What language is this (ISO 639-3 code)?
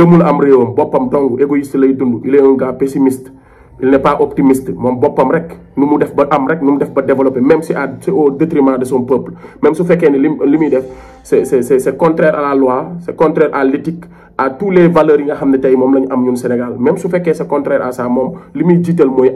wol